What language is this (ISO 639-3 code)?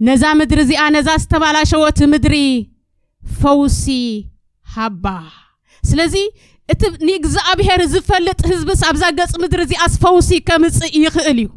tir